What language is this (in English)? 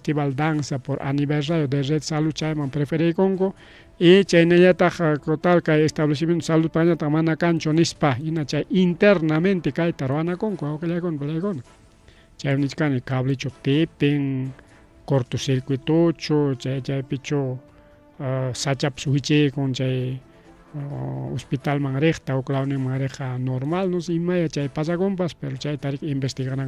Ayacucho Quechua